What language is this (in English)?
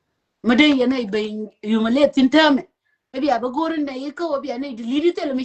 Nuer